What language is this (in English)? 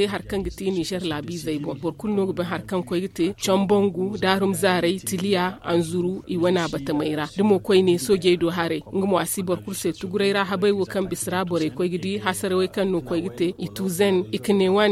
Zarma